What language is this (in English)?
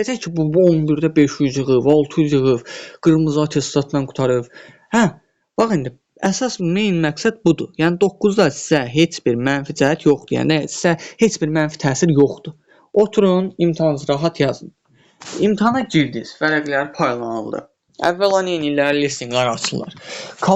Azerbaijani